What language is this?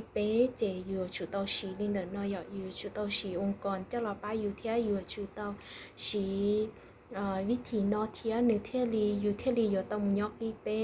Hmong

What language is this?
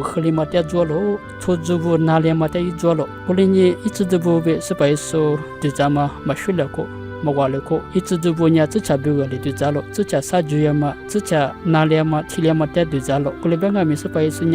Lisu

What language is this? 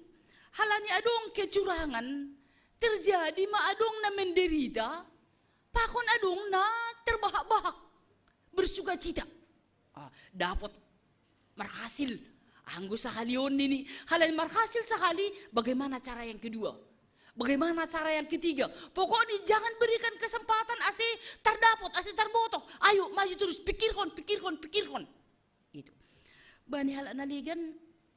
Batak Simalungun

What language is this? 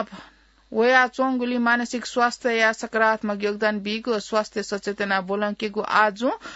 Newari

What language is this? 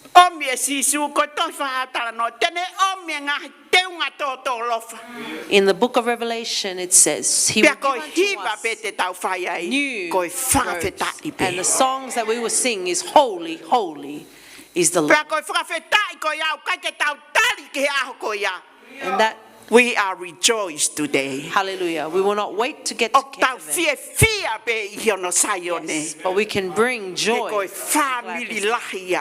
Tongan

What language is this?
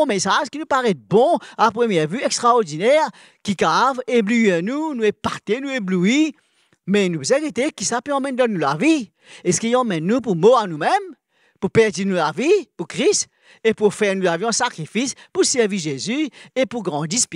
Morisyen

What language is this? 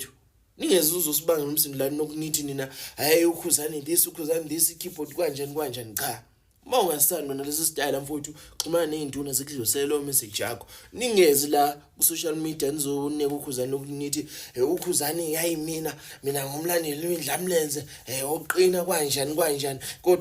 Zulu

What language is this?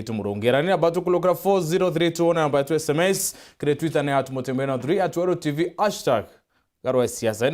Meru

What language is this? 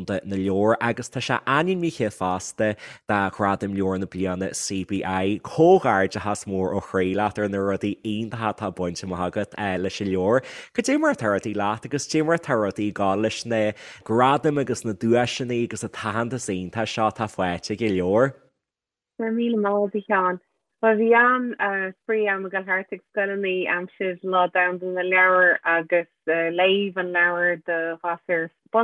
Irish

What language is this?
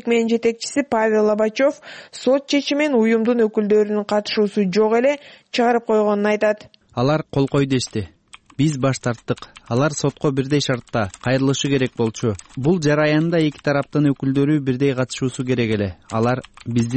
Kyrgyz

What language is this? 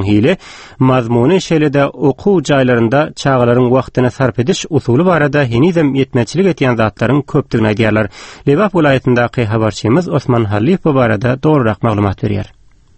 Turkmen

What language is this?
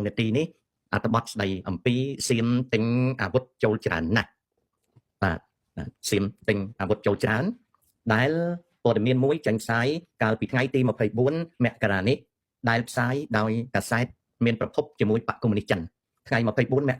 Khmer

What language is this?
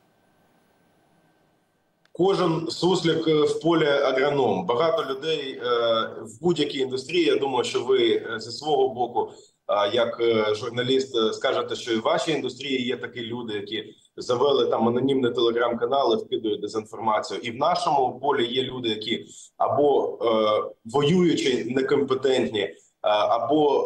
Ukrainian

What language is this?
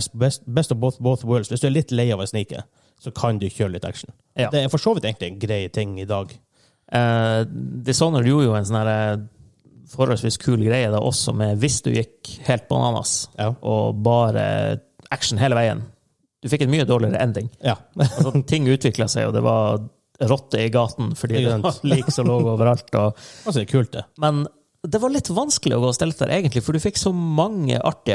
Norwegian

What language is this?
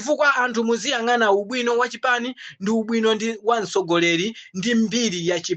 Nyanja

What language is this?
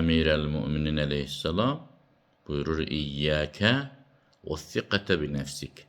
Azerbaijani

